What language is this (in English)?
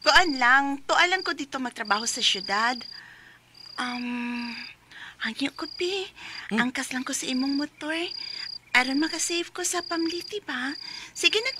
Cebuano